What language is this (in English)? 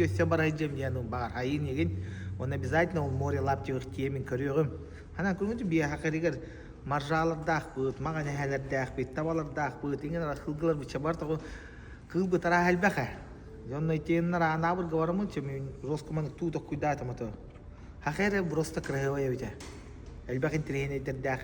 Yakut